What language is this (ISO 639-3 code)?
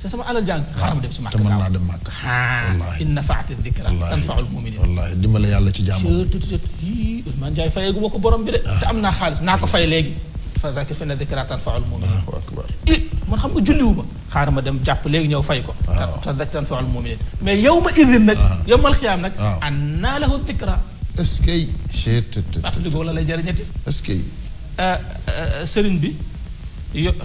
wol